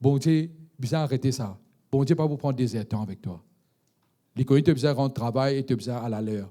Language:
Morisyen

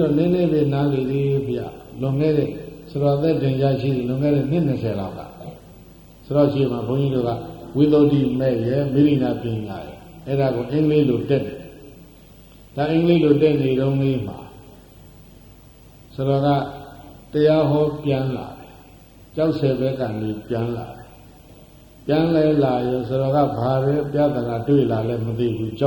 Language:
Burmese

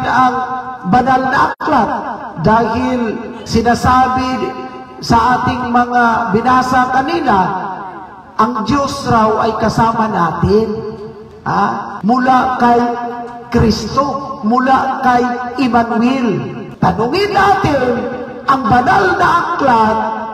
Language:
Filipino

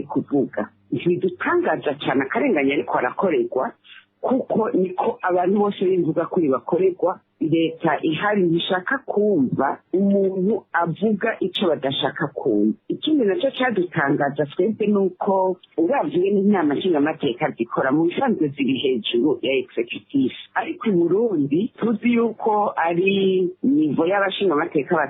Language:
Rundi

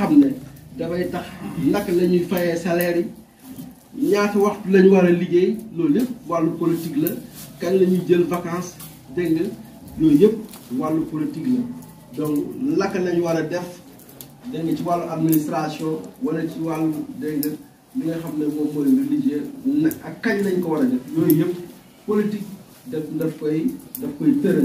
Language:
Wolof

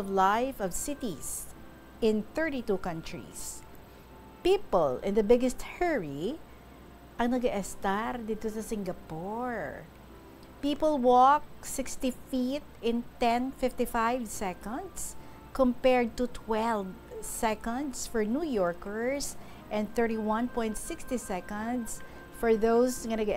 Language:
Hiligaynon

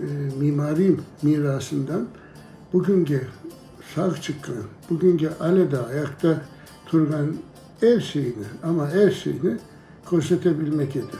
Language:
Crimean Tatar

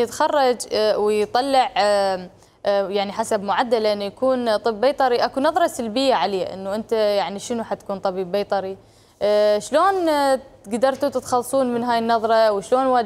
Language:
Mesopotamian Arabic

